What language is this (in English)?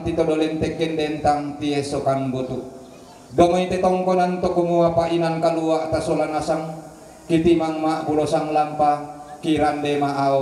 Toraja-Sa'dan